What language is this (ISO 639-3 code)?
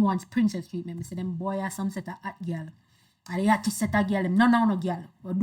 jam